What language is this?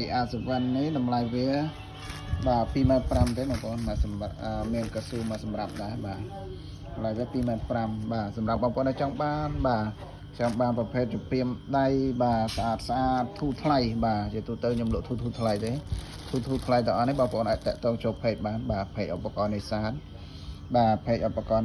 Khmer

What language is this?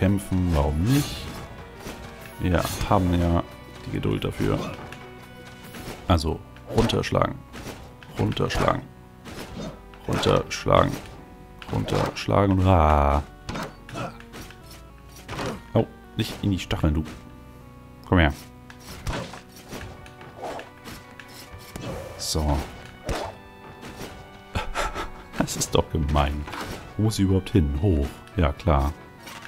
German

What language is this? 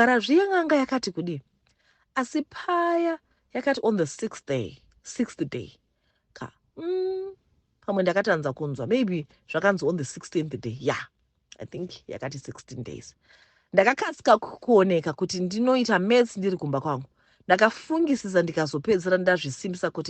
Shona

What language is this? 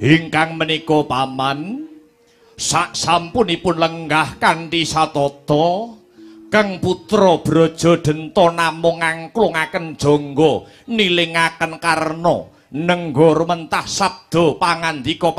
Javanese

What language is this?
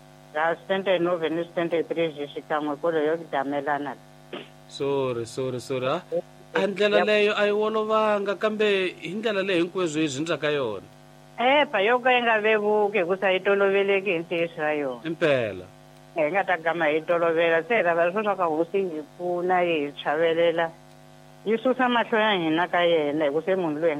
Tsonga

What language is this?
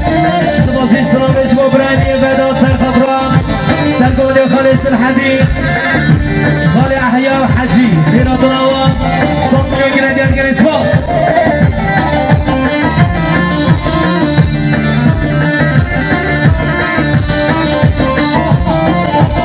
Kurdish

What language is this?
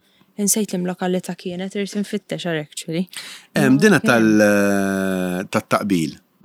Maltese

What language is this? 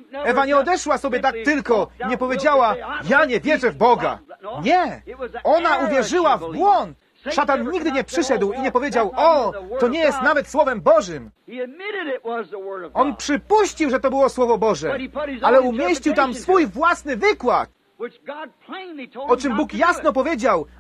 Polish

